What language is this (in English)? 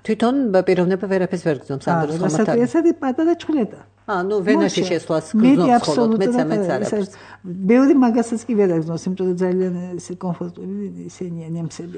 Georgian